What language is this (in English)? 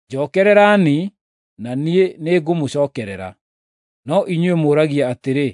Kikuyu